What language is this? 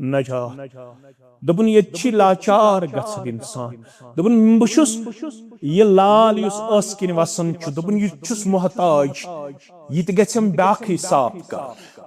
Kashmiri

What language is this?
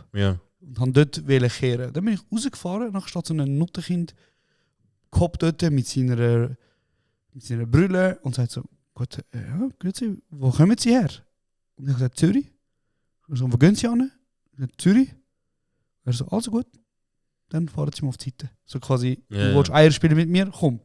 Swiss German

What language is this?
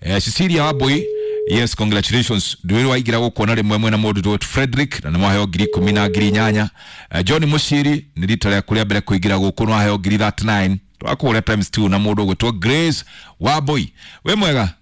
Kikuyu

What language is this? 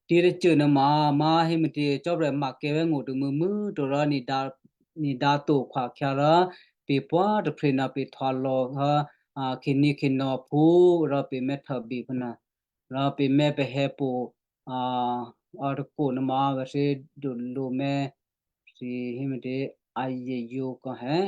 Western Kayah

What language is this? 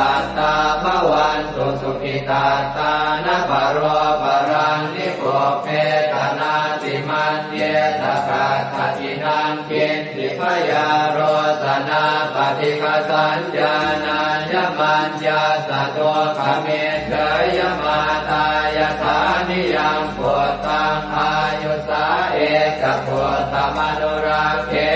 Pali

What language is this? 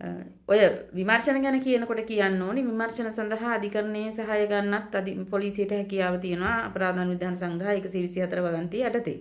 Sinhala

